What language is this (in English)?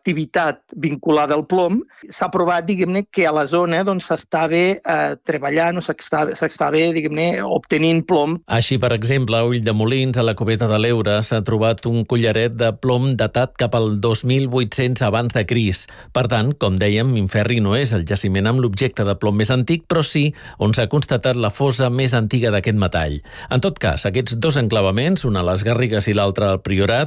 Catalan